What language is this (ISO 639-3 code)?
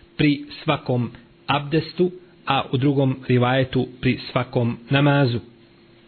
bos